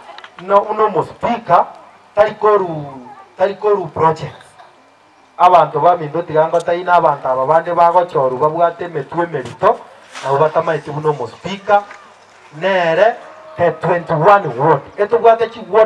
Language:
Gusii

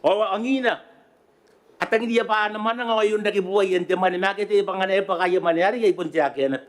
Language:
Gilbertese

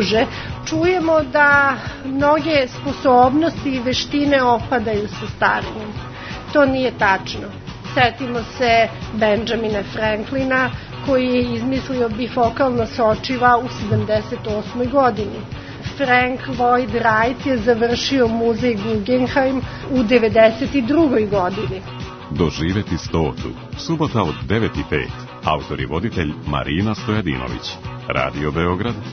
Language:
Serbian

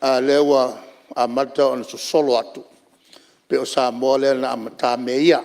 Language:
Samoan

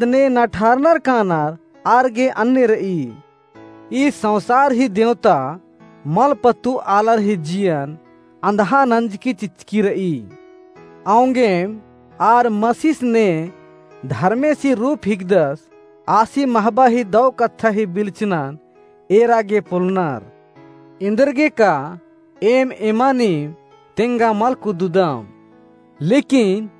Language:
Kurukh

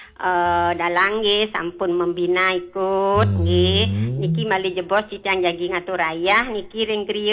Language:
Balinese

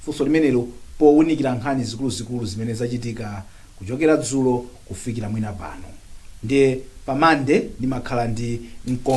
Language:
Nyanja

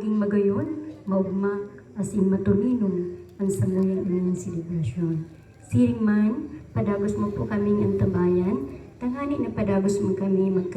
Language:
Bikol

